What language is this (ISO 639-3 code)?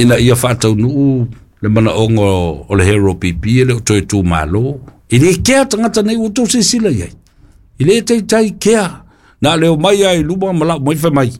smo